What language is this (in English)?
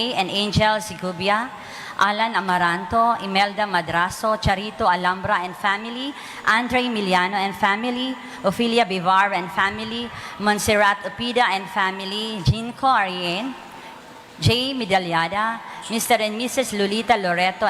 Bikol